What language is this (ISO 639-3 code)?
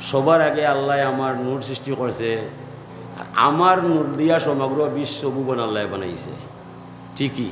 syl